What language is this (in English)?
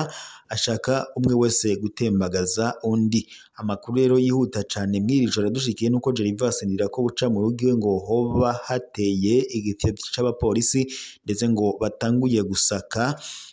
Rundi